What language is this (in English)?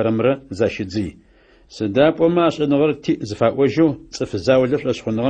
Adyghe